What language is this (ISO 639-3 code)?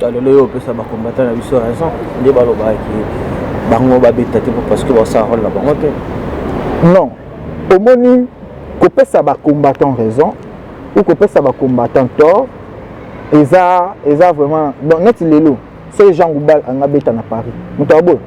lin